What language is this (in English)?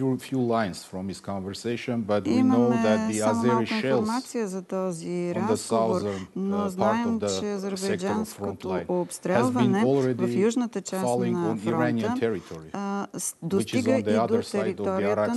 Bulgarian